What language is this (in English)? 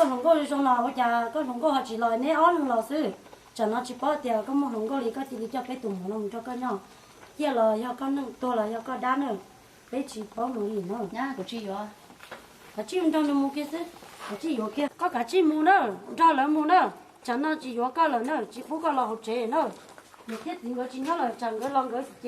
Hmong